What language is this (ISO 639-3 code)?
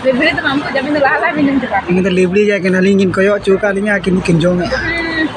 sat